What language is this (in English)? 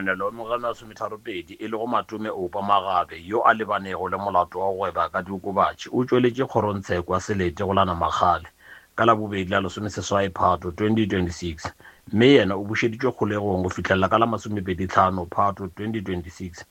Northern Sotho